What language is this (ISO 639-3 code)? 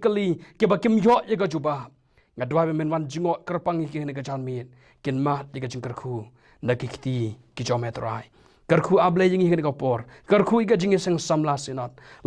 kha